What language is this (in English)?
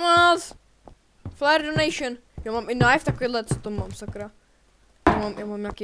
Czech